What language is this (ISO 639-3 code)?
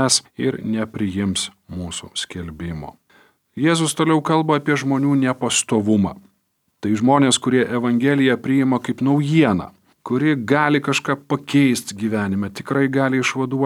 lit